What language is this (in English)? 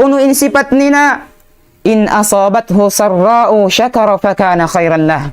Tausug